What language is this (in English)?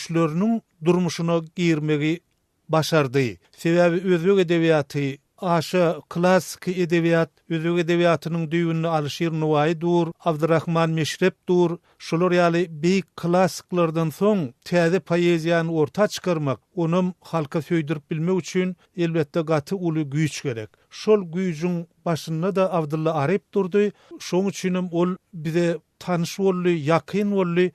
Turkmen